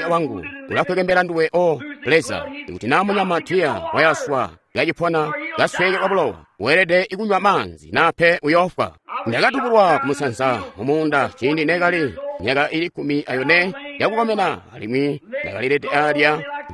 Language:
Tonga (Zambia)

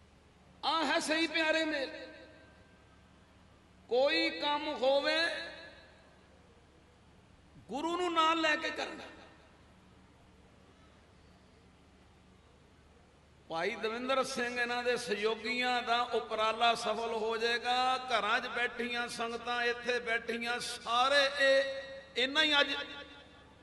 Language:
Punjabi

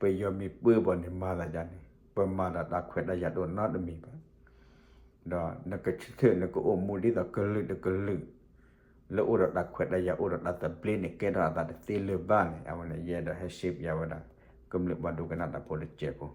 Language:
S'gaw Karen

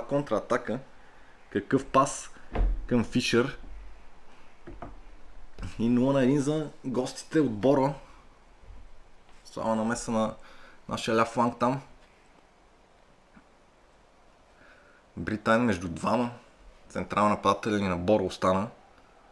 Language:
Bulgarian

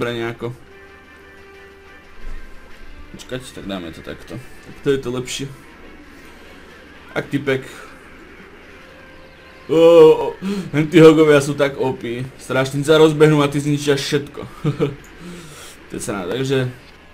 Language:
Slovak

